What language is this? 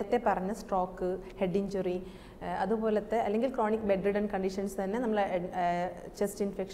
Malayalam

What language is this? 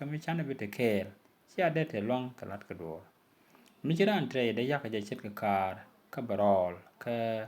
Nuer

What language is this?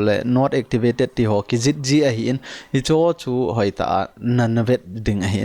Thado Chin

